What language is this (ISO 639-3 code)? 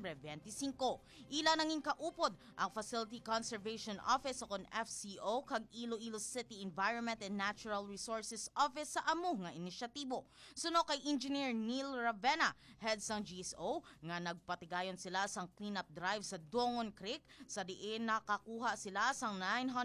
hil